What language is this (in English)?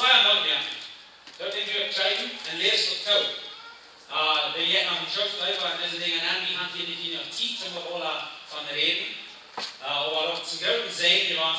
Plautdietsch